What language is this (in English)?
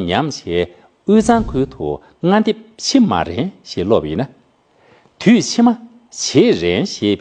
Tibetan